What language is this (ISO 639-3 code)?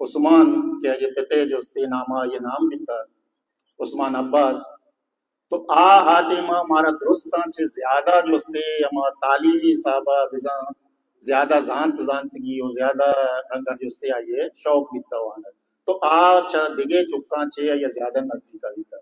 bal